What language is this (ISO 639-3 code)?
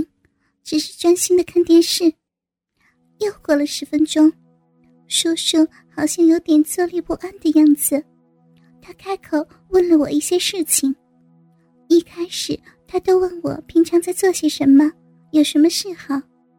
zho